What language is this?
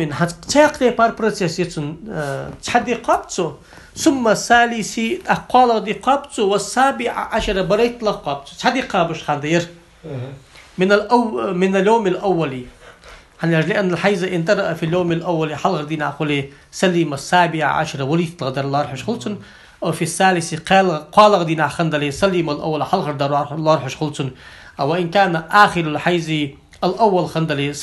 Ingush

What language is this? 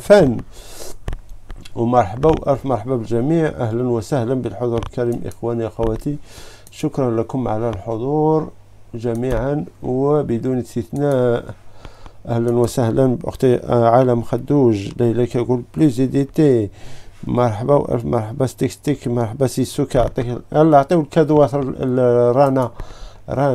Algerian Arabic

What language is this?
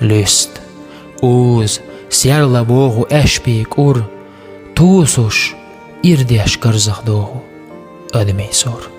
Chechen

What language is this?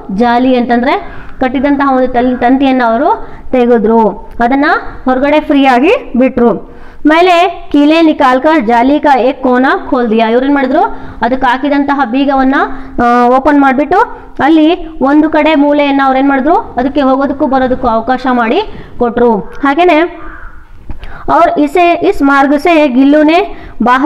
Kannada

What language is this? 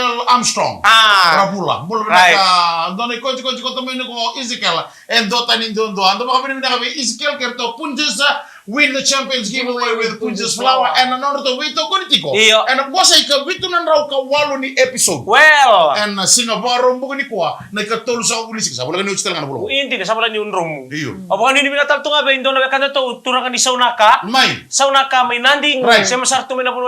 Fijian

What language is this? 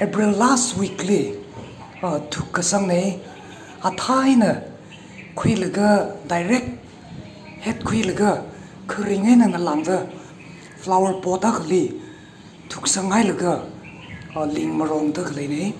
Tangkhul Naga (India)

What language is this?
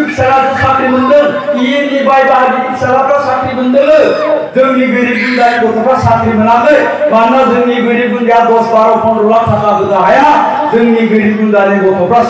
Bodo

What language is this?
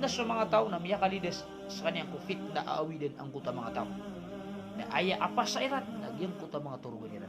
Maranao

